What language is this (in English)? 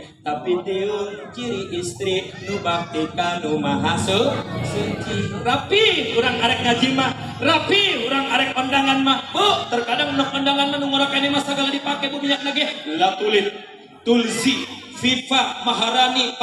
Sundanese